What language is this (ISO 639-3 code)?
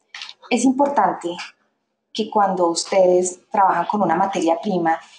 spa